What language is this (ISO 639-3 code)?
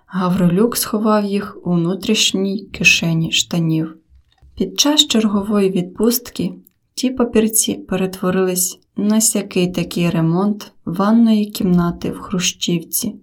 ukr